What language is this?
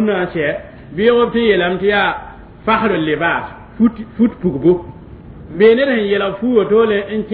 Mossi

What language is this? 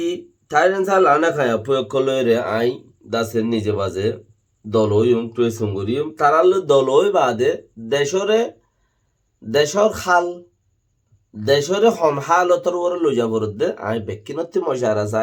Rohingya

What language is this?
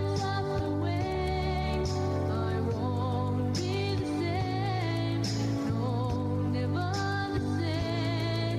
Gilbertese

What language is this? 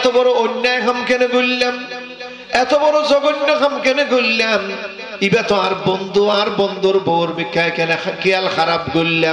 Rohingya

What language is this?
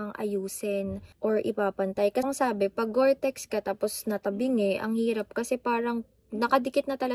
Filipino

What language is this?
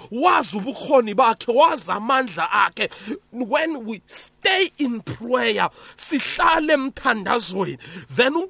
South Ndebele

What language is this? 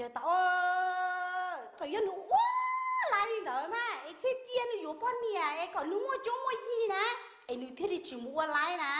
Hmong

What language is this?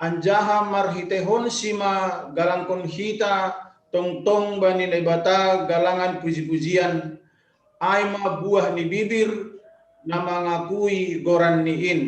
Batak Simalungun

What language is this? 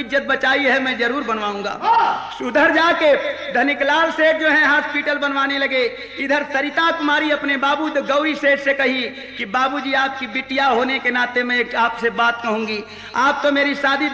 Bhojpuri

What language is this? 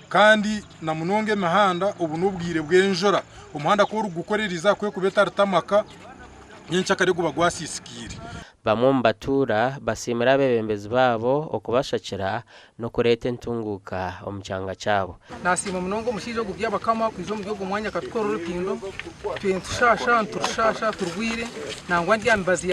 Nyankole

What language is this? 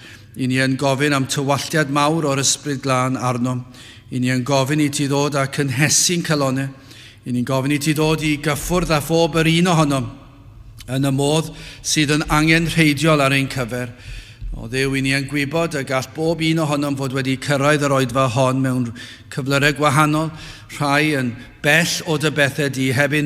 Welsh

